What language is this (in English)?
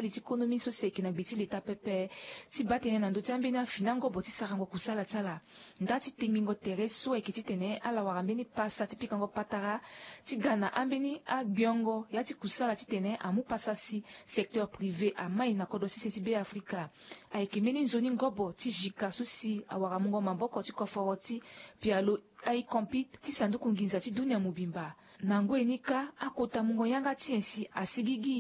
Sango